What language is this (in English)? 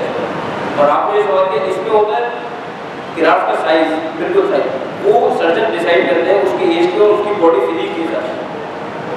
Urdu